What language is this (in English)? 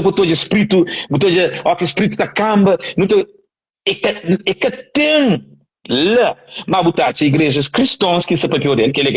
Kabuverdianu